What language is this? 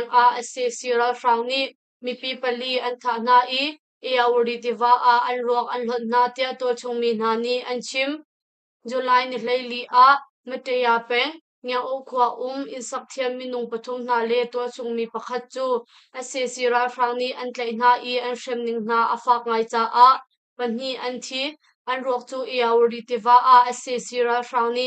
Hakha Chin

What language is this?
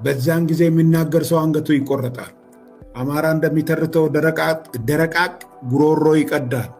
Amharic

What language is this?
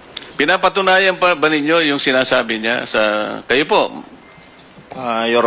Filipino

